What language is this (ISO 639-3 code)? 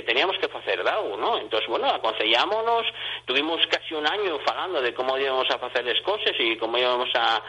ast